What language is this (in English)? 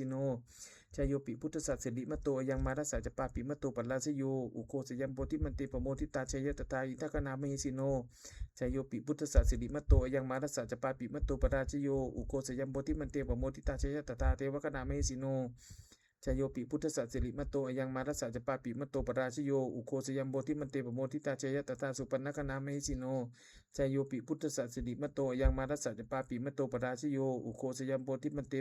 Pali